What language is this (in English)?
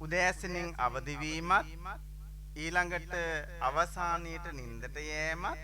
Sinhala